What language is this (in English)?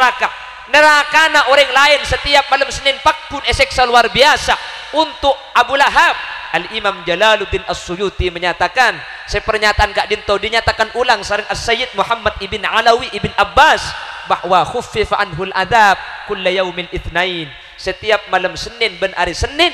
Madurese